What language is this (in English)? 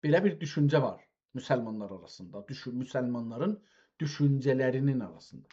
South Azerbaijani